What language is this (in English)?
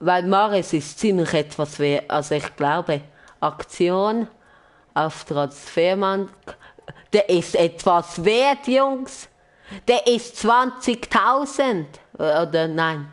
Swiss German